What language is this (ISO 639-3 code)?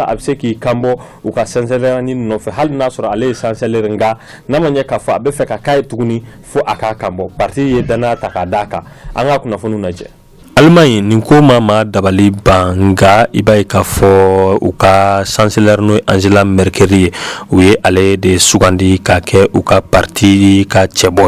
bam